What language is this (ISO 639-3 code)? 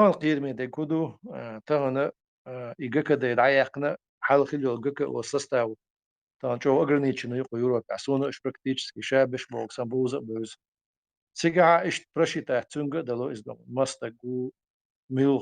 che